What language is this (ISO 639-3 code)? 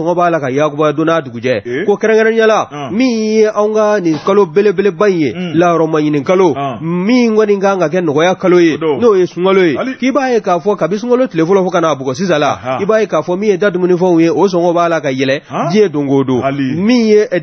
bam